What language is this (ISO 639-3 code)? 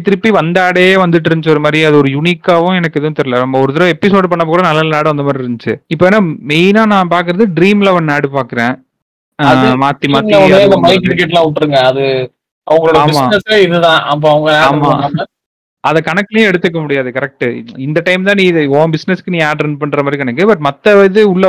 tam